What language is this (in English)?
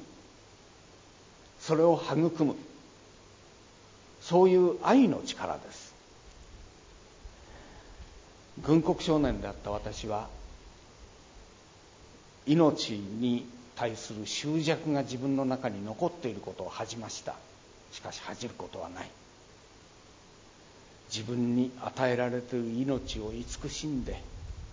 Japanese